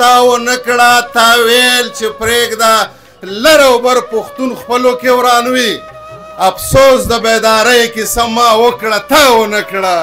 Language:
Pashto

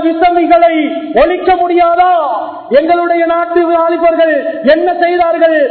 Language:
Tamil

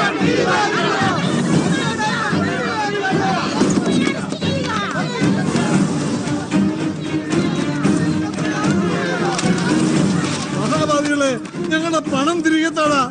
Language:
Malayalam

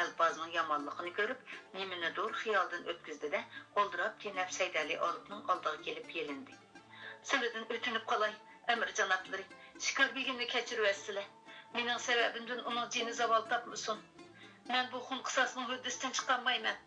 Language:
Uyghur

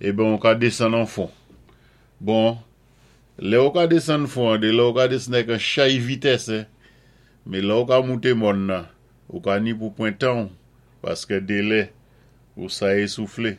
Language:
Saint Lucian Creole French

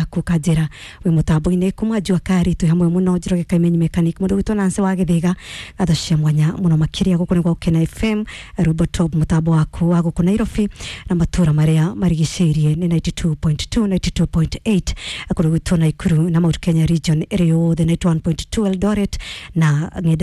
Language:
Kikuyu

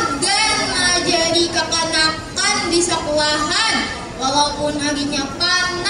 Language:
Banjar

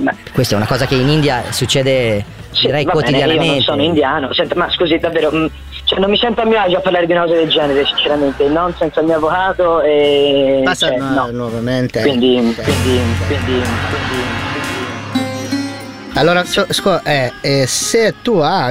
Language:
Italian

